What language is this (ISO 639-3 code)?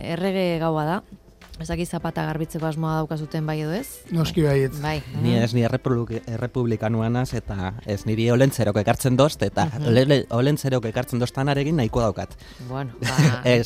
eus